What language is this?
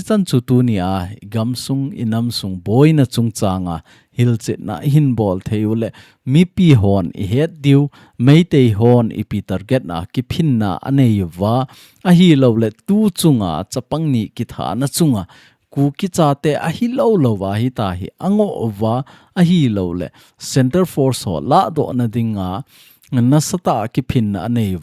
Thado Chin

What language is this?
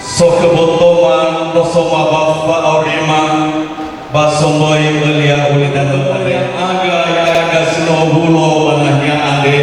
Nias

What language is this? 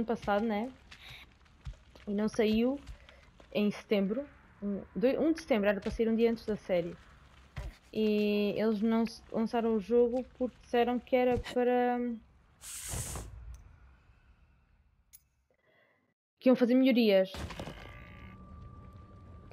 Portuguese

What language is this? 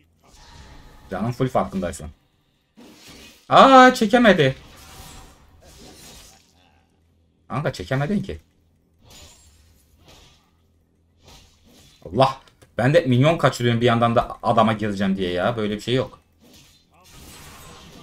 Turkish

